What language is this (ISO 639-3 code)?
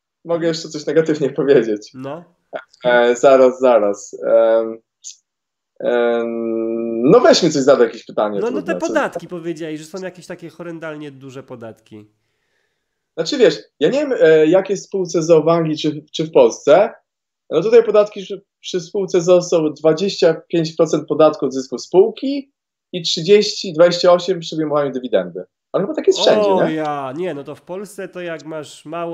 pol